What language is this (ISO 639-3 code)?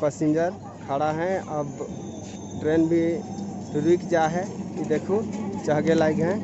sck